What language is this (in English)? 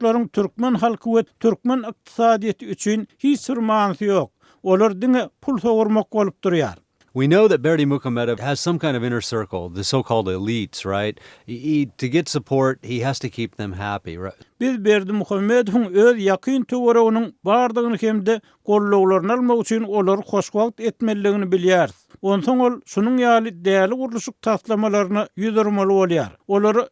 Turkmen